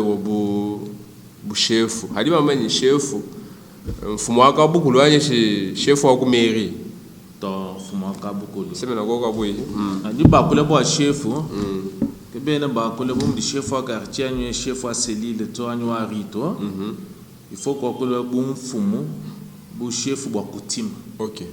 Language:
Luba-Lulua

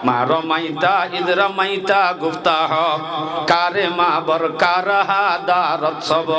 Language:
Rohingya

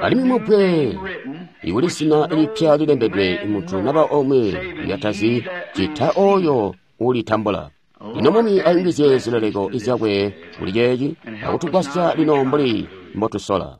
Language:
Tonga (Zambia)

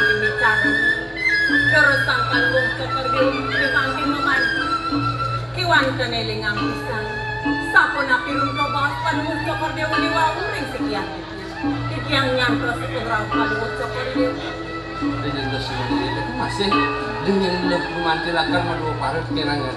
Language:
Balinese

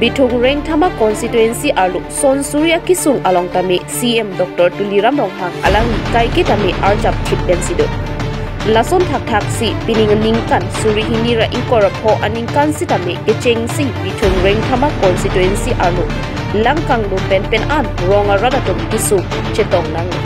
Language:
Karbi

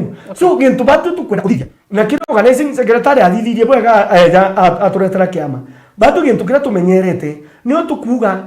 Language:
Meru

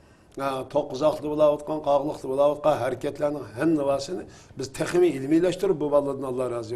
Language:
Uyghur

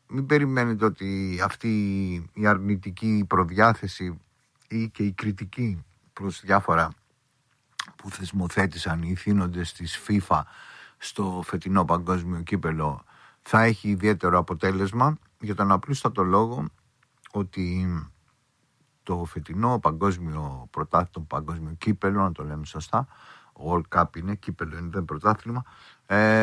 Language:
Greek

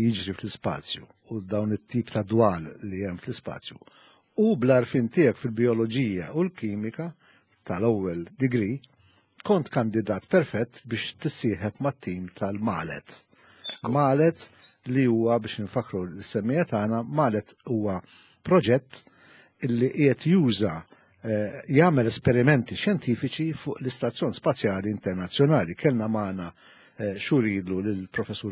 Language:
Maltese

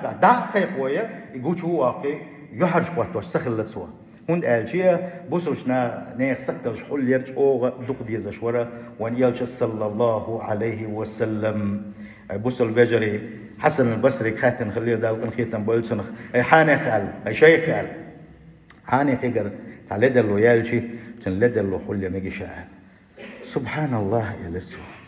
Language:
Chechen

